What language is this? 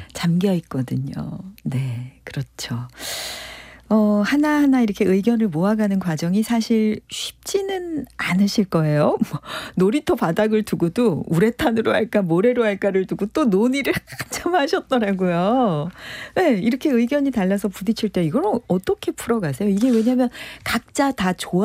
Korean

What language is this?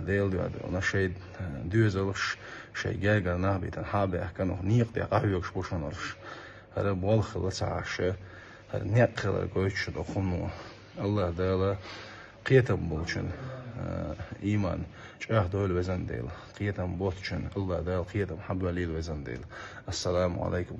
Chechen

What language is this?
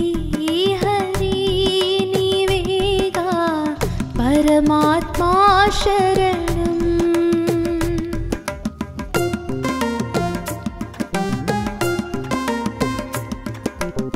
Telugu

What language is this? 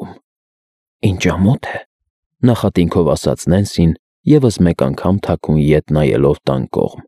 Armenian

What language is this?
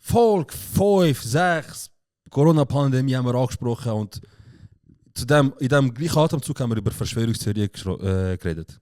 Swiss German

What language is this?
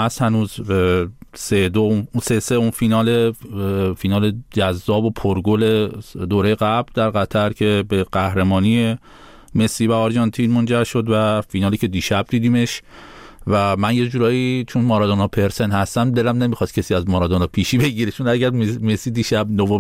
Persian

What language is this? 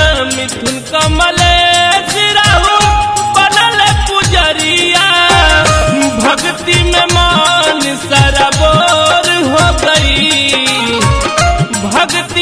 Bhojpuri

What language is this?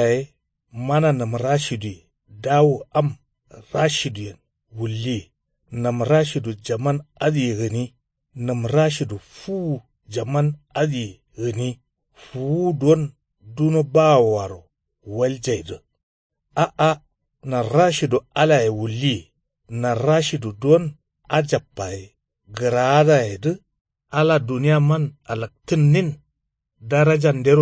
Kanuri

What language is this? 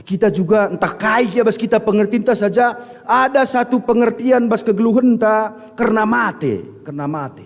Batak Karo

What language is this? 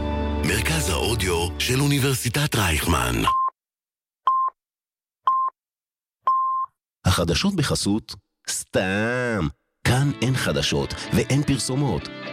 Hebrew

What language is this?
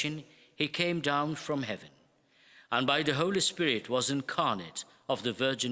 English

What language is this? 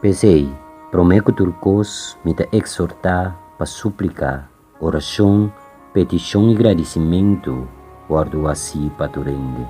Papiamento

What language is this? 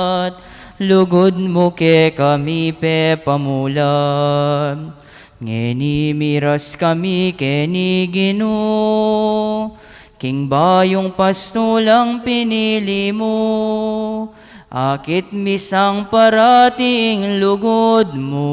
Pampanga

